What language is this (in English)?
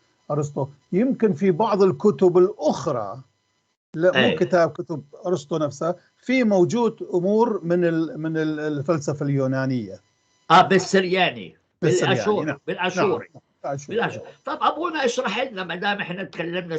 North Levantine Arabic